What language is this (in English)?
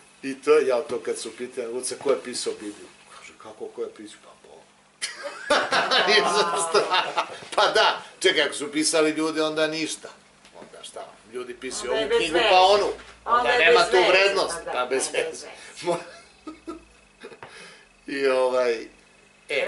Serbian